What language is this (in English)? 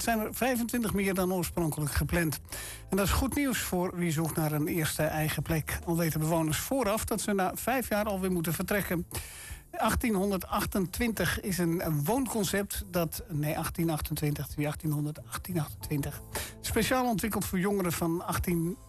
Dutch